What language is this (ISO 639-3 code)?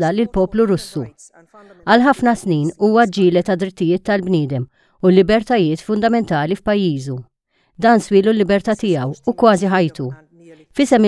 mlt